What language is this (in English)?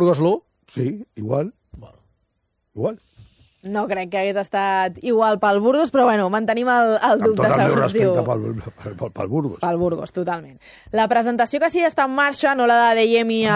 Catalan